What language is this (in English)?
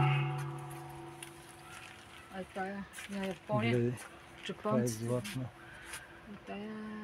Bulgarian